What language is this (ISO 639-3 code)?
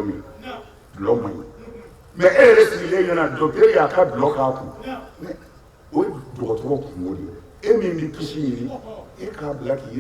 bam